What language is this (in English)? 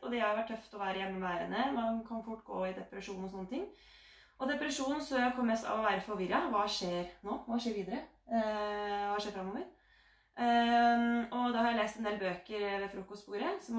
Norwegian